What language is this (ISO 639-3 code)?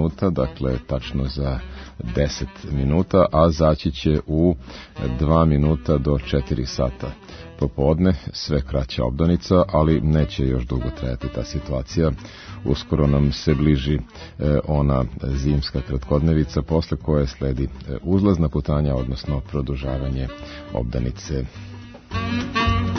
srp